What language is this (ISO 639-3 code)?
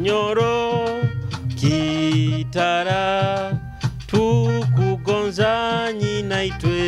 nyo